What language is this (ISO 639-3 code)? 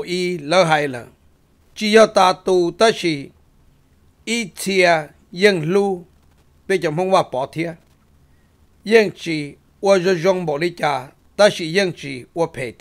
vie